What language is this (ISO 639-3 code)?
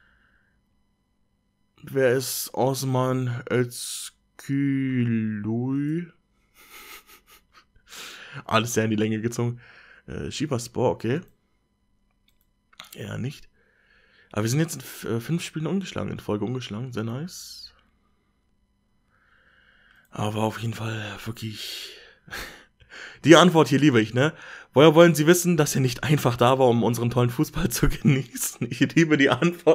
deu